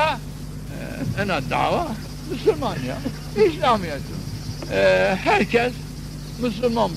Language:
Zaza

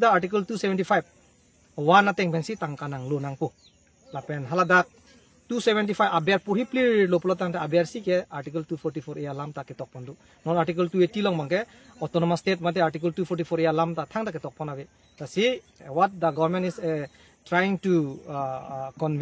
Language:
Karbi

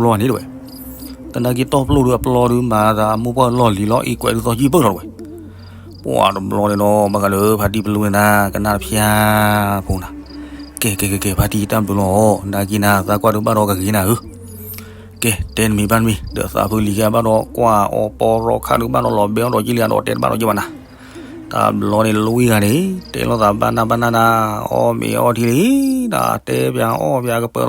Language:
S'gaw Karen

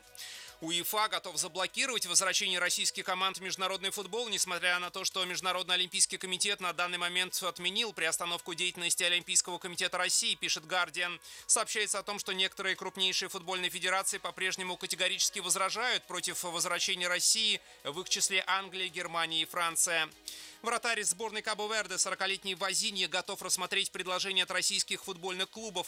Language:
Russian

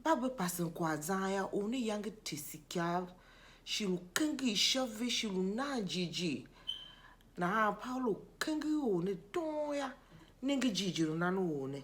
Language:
Tiv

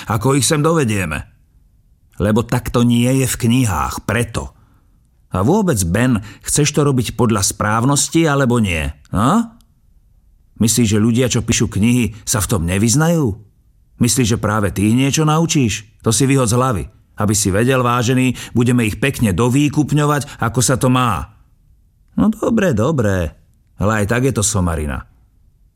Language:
Slovak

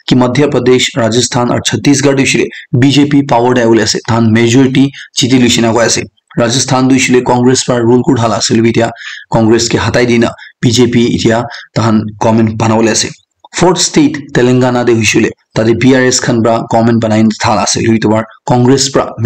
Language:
Naga Pidgin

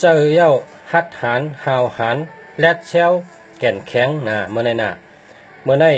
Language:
Shan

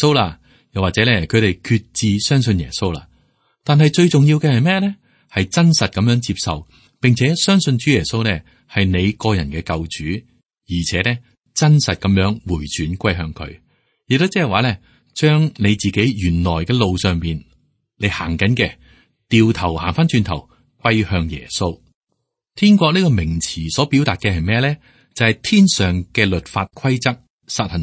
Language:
Cantonese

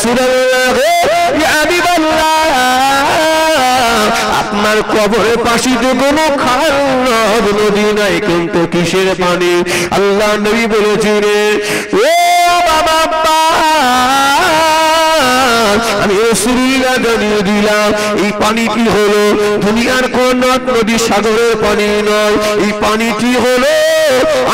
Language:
Bangla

